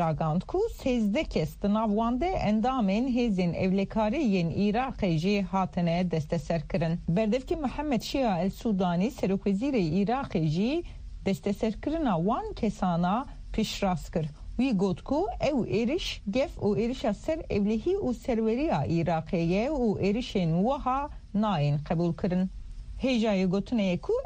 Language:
Kurdish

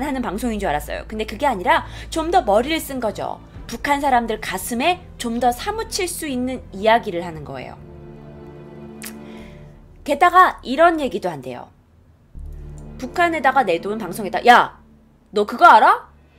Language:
Korean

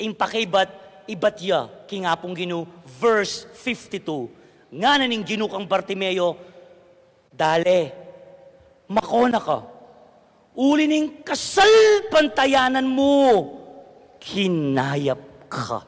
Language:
Pampanga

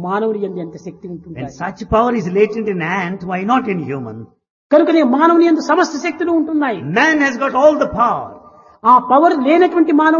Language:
Telugu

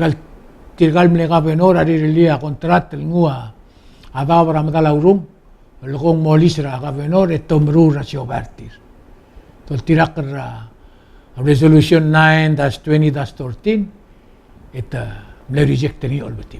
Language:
Palauan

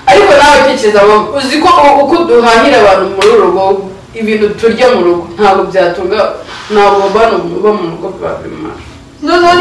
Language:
Kinyarwanda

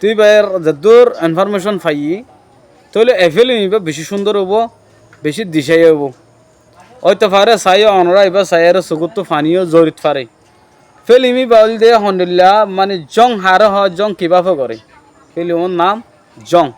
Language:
Rohingya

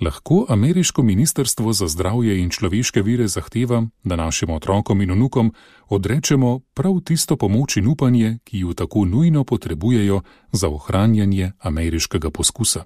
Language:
Slovenian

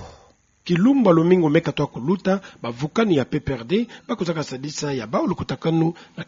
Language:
Kituba (Democratic Republic of Congo)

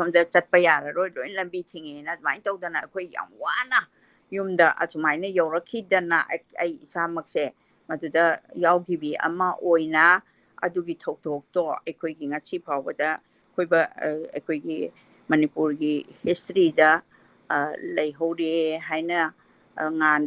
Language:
Manipuri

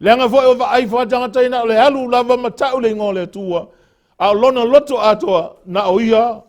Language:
Samoan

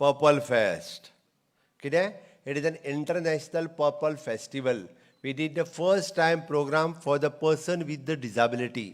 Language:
Konkani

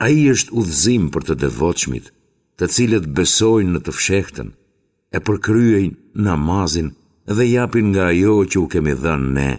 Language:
Albanian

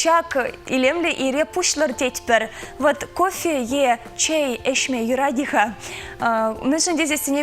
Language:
Chuvash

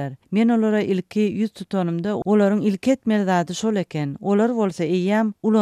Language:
Turkmen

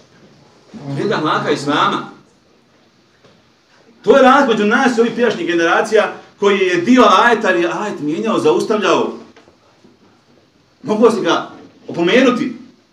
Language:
Bosnian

